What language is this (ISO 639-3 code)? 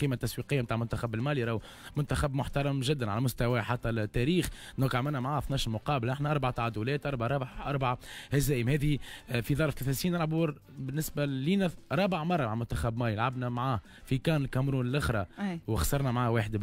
aeb